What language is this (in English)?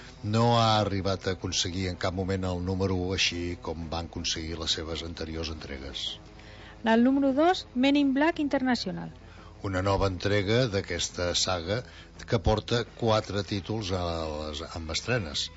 Catalan